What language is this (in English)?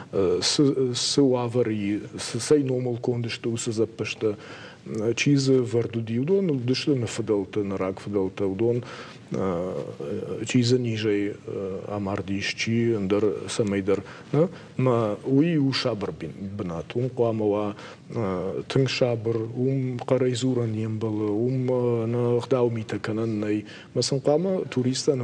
Ossetic